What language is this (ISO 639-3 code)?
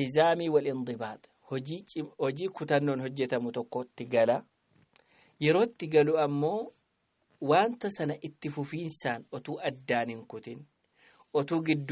orm